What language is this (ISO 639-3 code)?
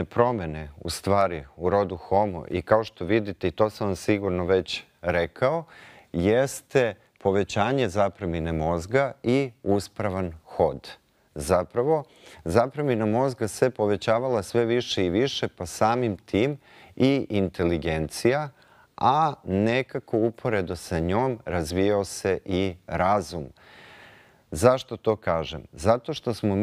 srp